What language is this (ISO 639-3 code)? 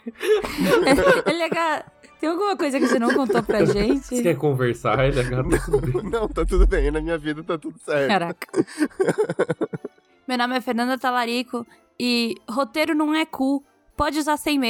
por